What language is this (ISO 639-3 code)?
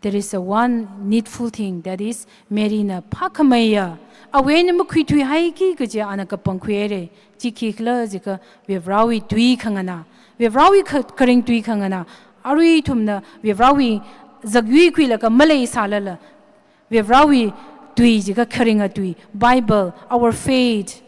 nmf